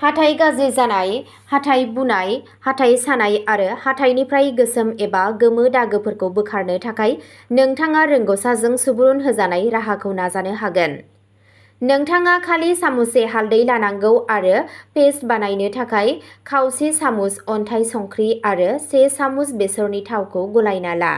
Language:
Bodo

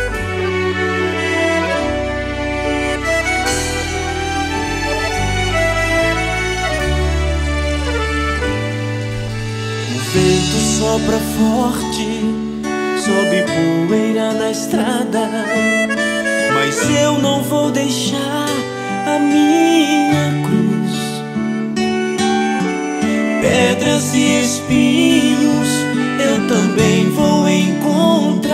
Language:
Portuguese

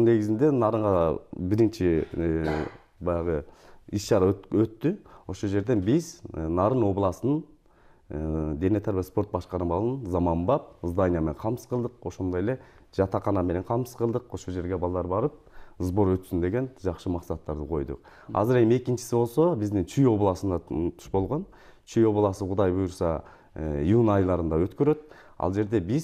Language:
Kyrgyz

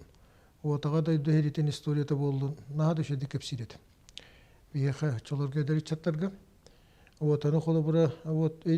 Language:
Yakut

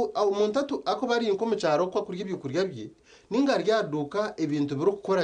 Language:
Nyankole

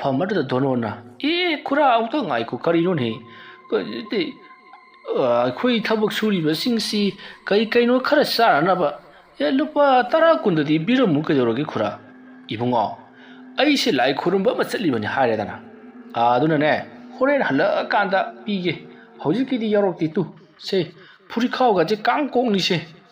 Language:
Manipuri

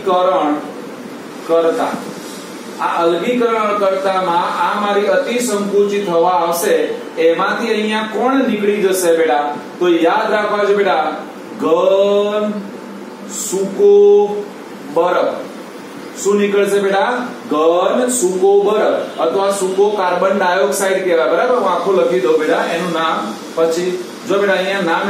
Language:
Gujarati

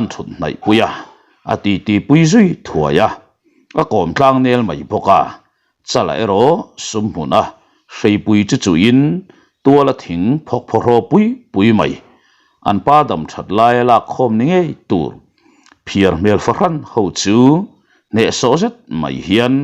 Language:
Mizo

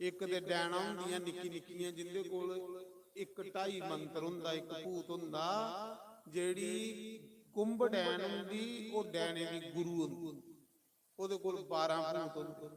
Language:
Dogri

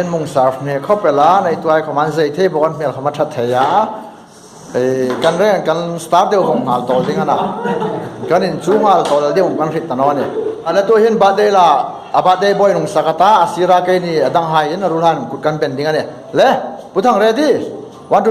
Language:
Hmar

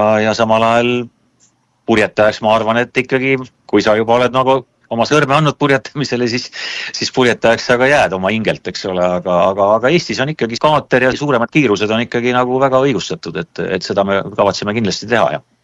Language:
Estonian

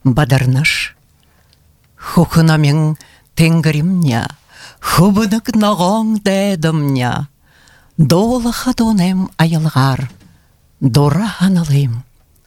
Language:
Buriat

